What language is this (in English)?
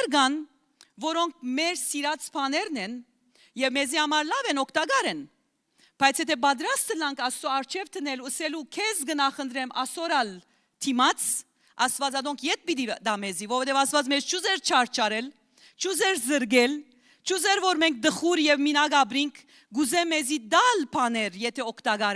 Western Armenian